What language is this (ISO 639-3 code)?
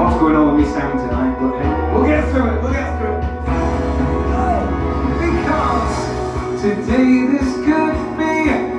eng